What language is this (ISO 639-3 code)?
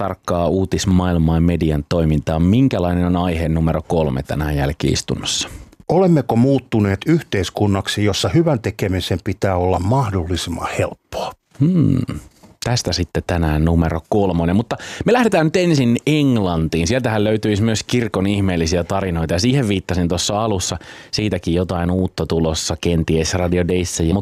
fin